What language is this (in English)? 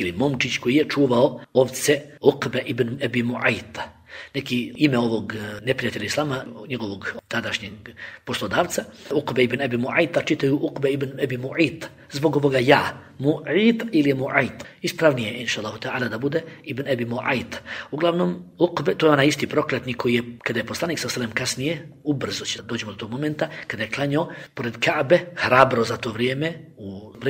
Bosnian